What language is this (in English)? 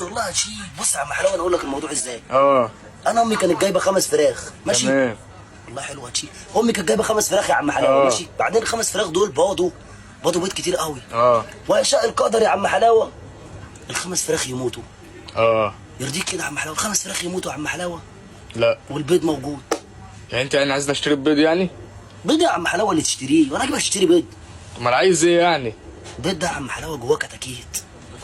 Egyptian Arabic